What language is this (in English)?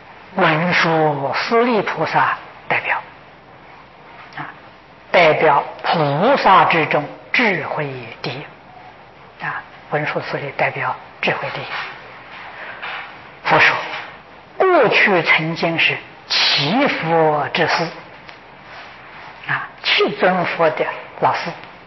Chinese